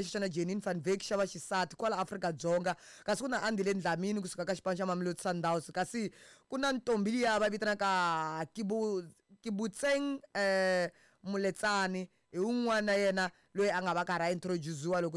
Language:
Tsonga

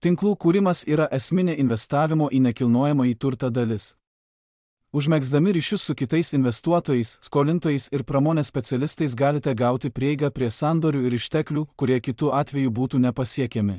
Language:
Lithuanian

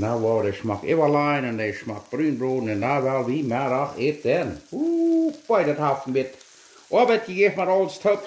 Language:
Plautdietsch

